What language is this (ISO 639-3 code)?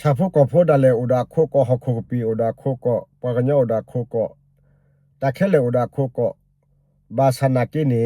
ksw